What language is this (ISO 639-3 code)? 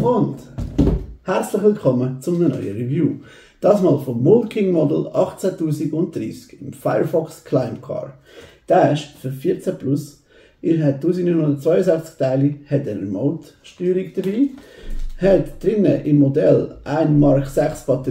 gsw